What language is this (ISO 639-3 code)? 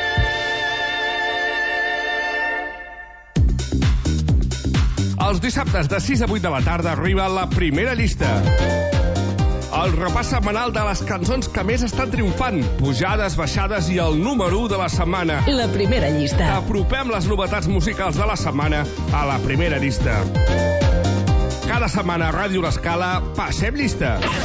cat